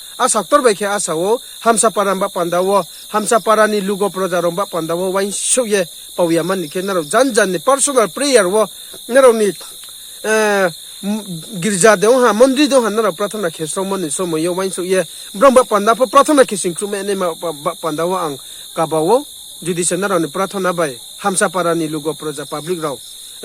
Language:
Riang (India)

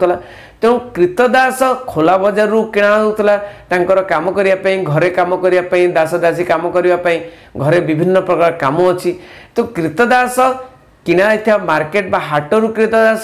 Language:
Odia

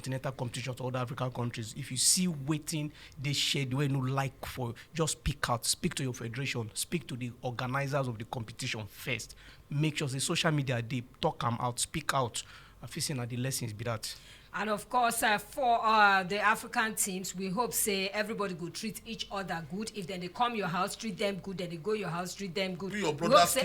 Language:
Nigerian Pidgin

